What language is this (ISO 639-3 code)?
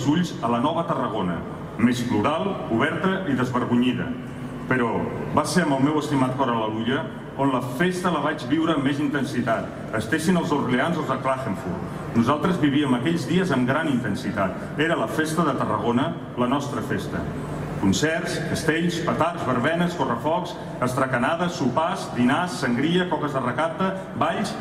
cat